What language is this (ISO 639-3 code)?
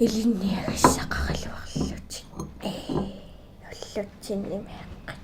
kal